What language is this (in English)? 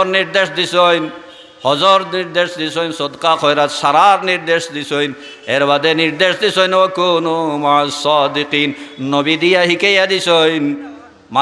Sylheti